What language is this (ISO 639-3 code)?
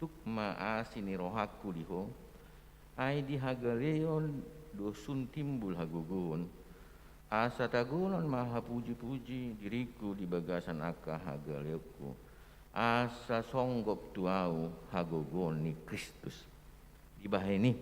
bbc